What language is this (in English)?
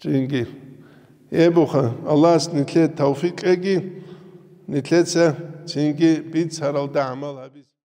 Avaric